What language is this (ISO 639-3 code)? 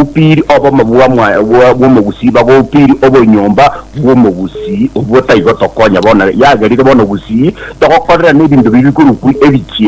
guz